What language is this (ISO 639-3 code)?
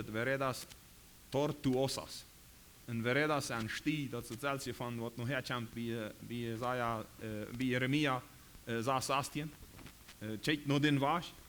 pdt